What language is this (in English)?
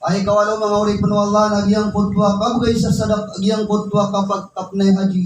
Maranao